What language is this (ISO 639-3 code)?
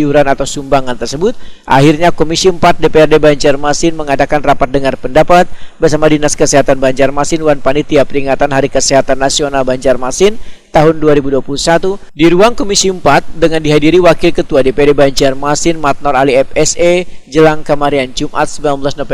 bjn